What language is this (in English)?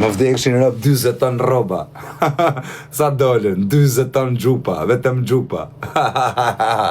Albanian